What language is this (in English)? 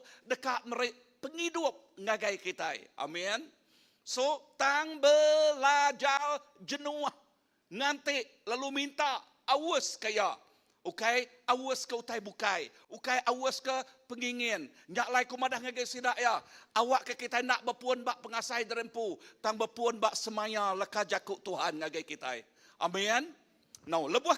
Iban